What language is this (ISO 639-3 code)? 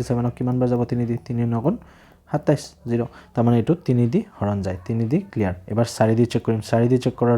asm